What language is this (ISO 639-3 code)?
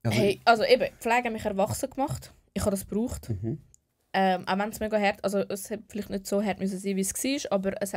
gsw